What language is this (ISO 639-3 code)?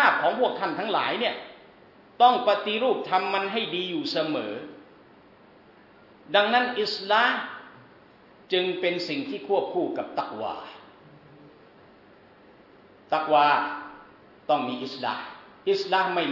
tha